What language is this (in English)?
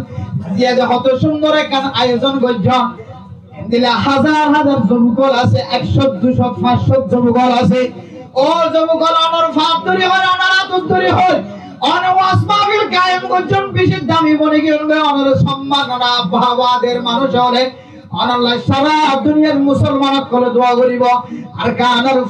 Rohingya